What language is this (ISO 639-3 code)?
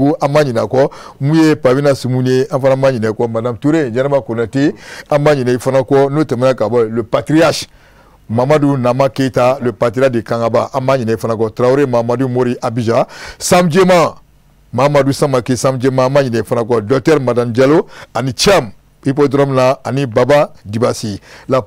bam